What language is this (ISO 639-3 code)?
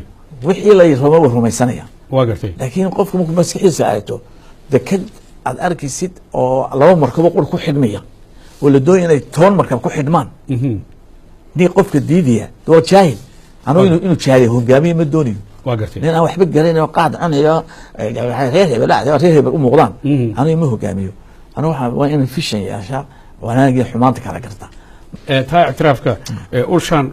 som